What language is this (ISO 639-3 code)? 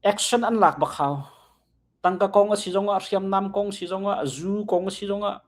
cnh